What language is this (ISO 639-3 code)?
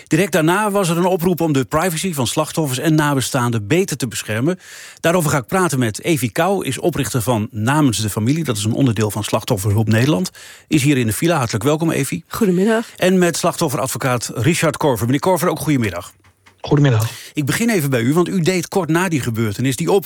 nld